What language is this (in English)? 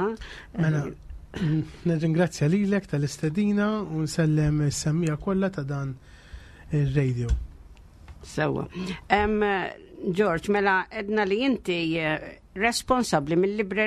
Maltese